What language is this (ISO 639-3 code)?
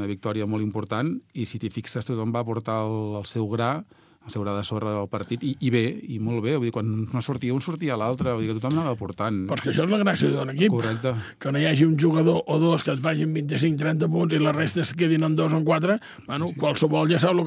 cat